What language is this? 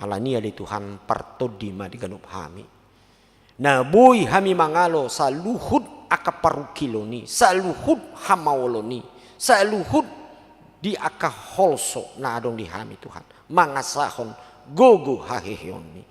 Batak Toba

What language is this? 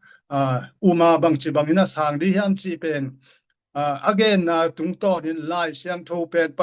Tedim Chin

